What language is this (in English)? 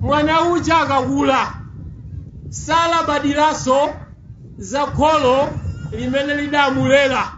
Nyanja